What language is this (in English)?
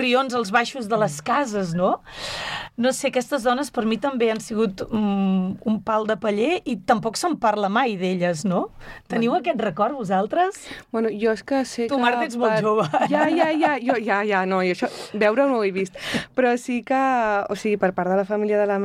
Catalan